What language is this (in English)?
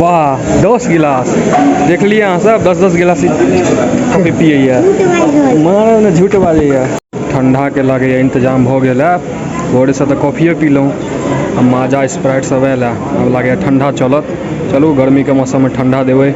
Maithili